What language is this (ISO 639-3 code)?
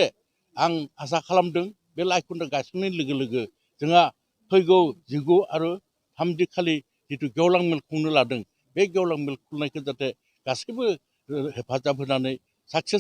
brx